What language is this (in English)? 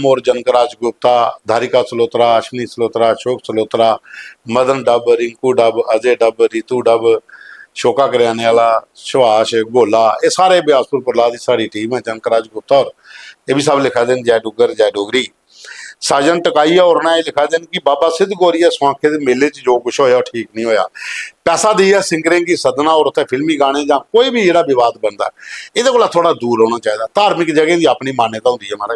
Dogri